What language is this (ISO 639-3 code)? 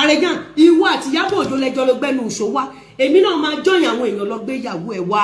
yor